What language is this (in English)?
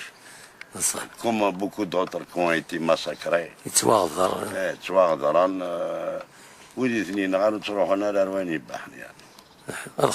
Kabyle